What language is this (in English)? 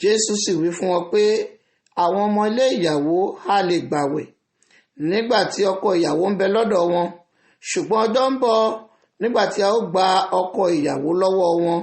Yoruba